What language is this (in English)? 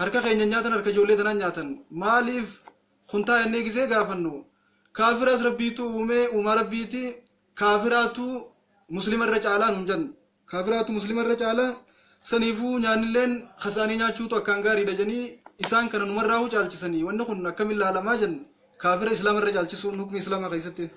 Oromo